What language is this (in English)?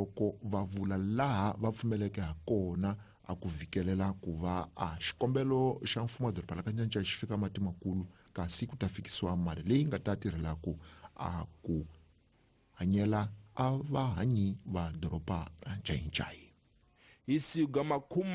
Tsonga